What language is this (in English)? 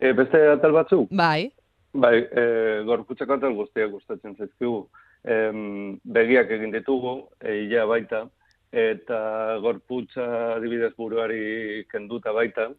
Basque